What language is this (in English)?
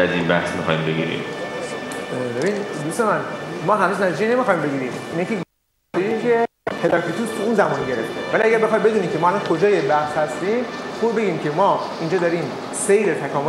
Persian